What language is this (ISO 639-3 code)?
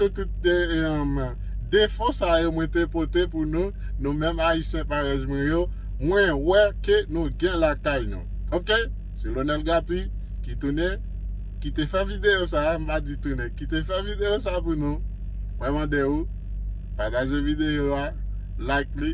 hat